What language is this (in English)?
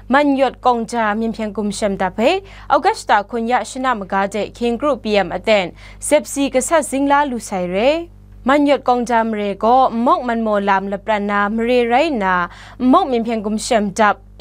Kachin